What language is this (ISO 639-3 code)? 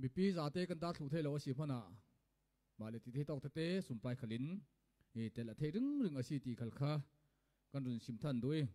cfm